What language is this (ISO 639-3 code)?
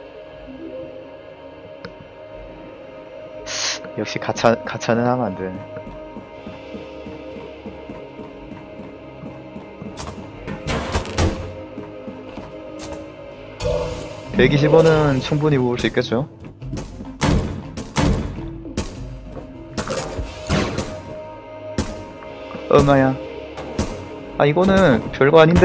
kor